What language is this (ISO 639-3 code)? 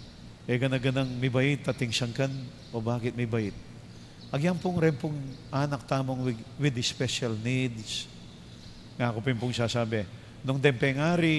pam